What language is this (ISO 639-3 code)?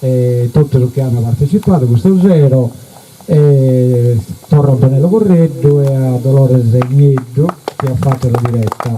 srd